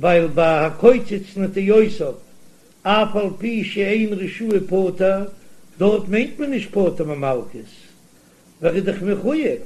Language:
Yiddish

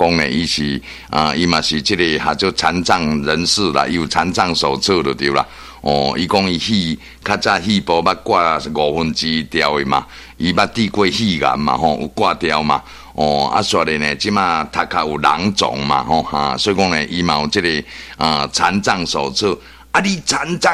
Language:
Min Nan Chinese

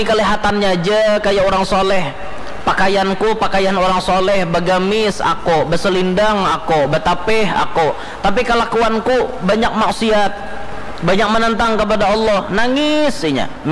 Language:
Banjar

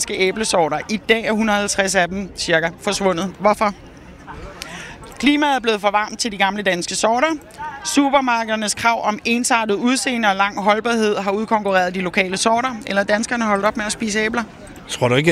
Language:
Danish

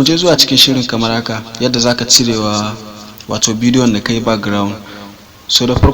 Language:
Hausa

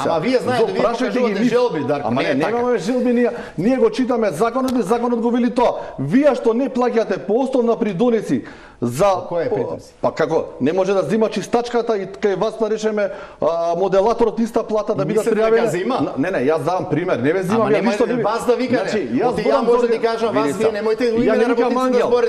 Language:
Macedonian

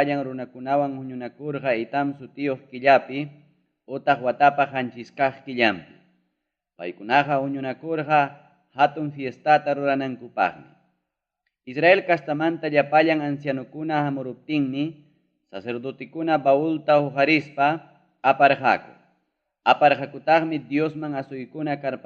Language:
Ayacucho Quechua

